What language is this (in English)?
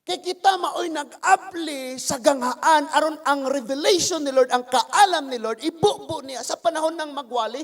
Cebuano